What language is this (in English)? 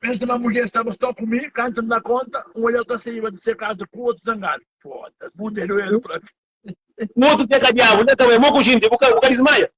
Kabuverdianu